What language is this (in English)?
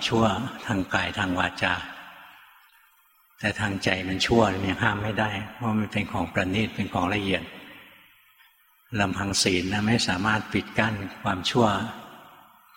Thai